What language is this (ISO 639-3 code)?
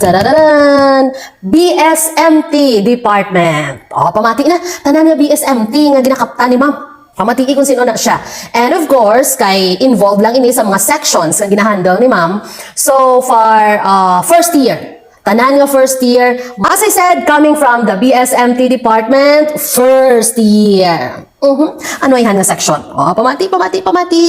hil